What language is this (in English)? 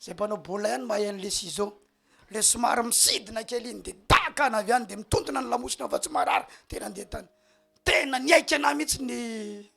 Malagasy